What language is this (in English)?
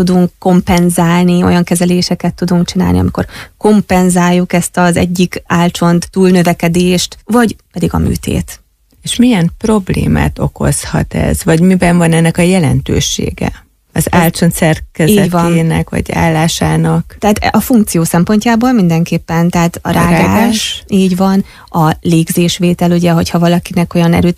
Hungarian